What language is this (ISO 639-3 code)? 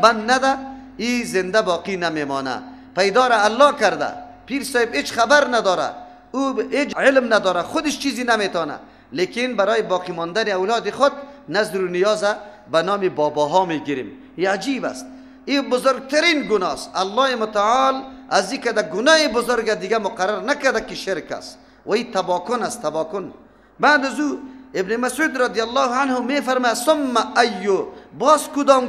fas